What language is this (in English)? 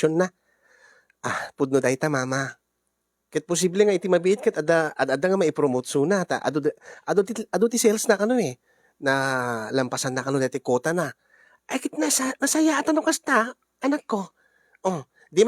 Iloko